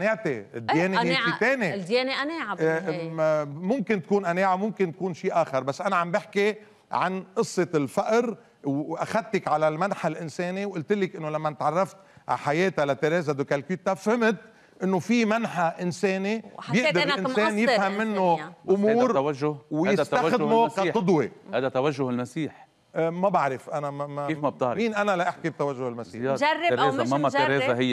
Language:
North Levantine Arabic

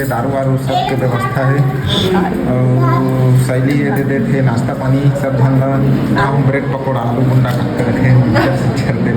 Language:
Chhattisgarhi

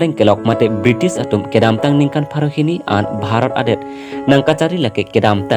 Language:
Karbi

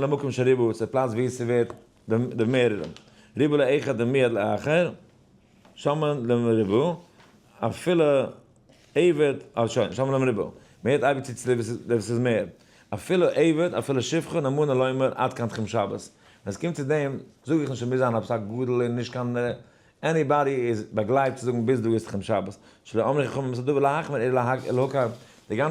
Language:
Yiddish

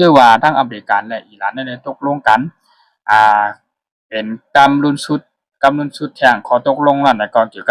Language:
Shan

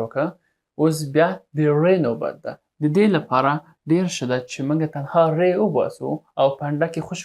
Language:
Pashto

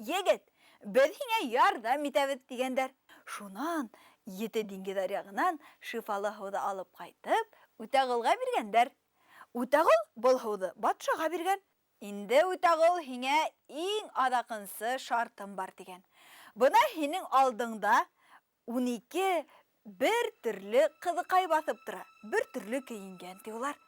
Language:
Bashkir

